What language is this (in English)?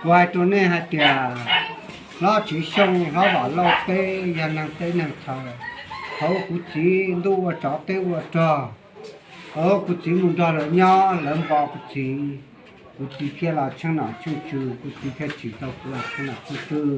Hmong